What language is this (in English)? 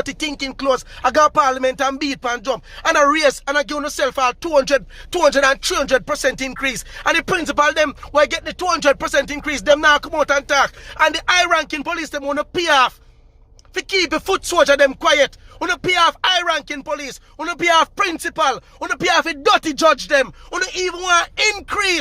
Jamaican Creole English